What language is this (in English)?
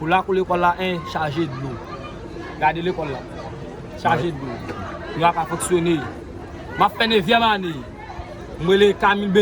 Haitian Creole